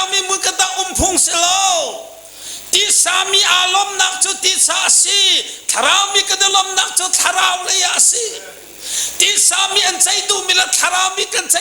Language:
Hakha Chin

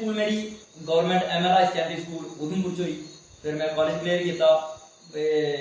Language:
Dogri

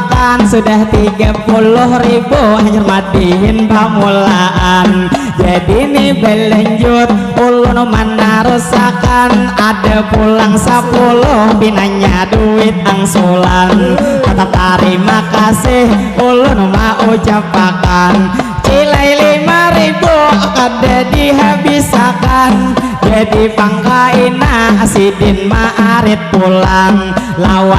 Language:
Banjar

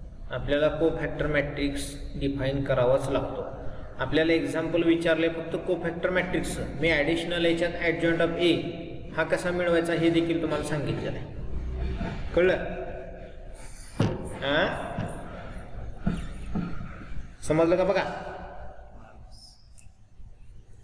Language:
Marathi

